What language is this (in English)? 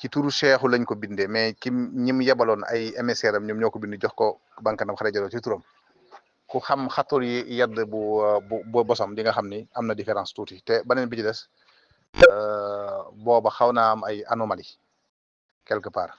Wolof